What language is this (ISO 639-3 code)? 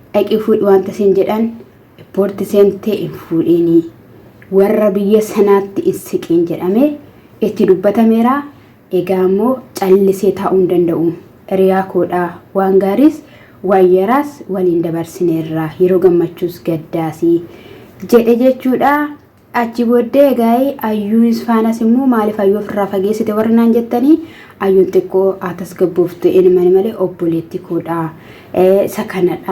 orm